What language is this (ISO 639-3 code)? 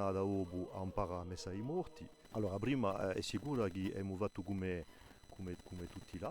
cos